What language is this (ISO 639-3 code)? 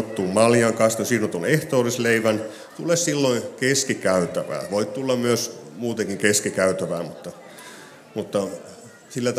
fin